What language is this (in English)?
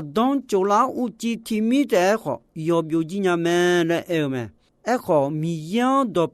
Akha